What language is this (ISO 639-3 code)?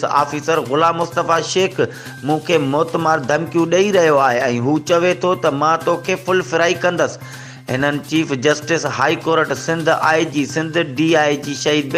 snd